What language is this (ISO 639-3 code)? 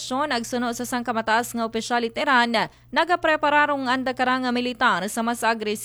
akl